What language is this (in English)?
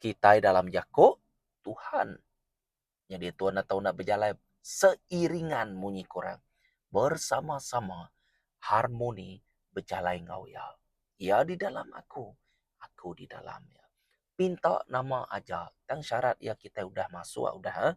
Iban